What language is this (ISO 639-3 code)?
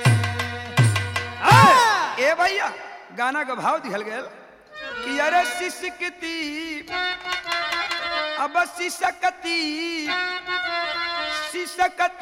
bho